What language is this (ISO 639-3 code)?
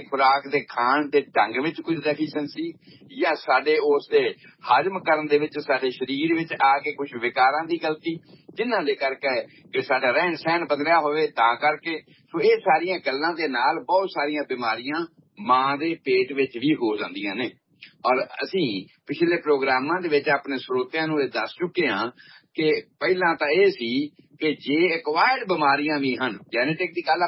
pan